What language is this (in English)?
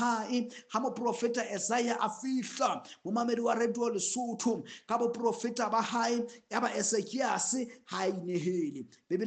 Southern Sotho